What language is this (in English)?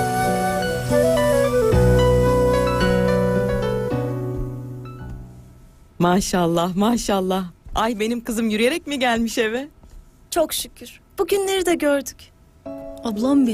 Turkish